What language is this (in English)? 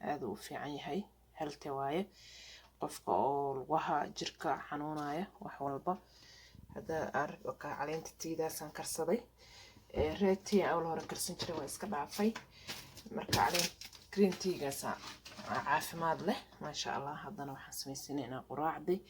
Somali